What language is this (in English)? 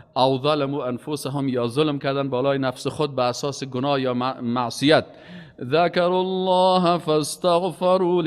Persian